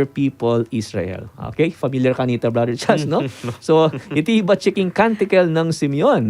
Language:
Pampanga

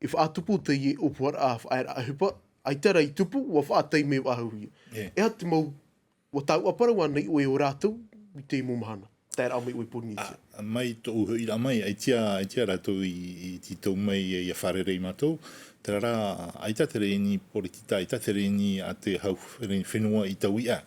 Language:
Tahitian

